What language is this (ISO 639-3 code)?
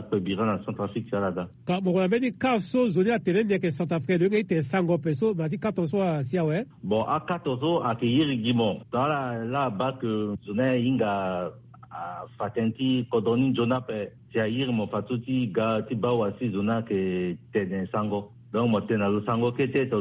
sag